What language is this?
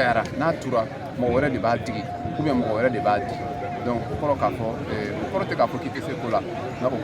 Bambara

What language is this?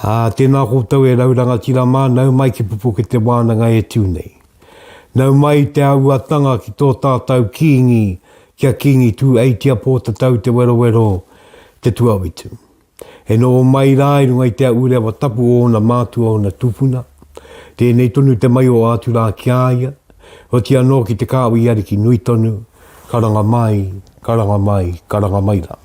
Māori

